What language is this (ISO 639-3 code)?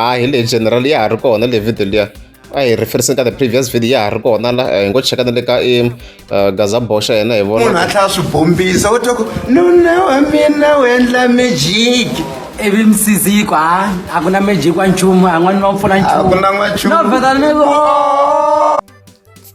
tso